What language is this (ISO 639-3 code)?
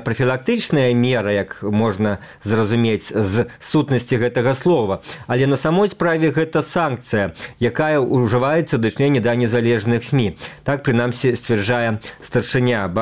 bel